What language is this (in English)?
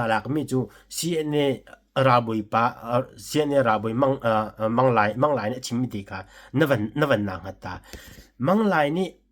Hakha Chin